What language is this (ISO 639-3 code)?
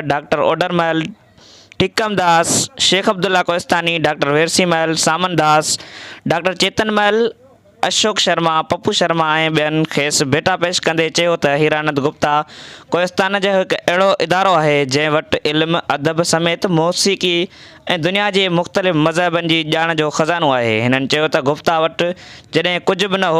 snd